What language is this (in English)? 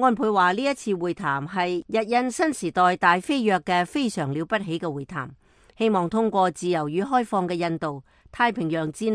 Cantonese